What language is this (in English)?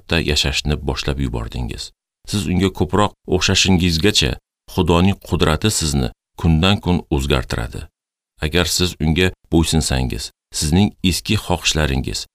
Uzbek